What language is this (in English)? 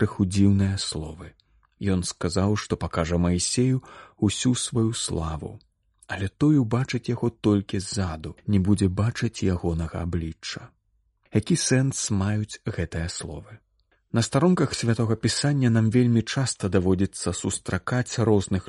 Belarusian